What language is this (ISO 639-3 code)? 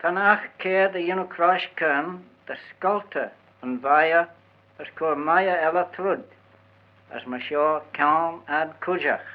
glv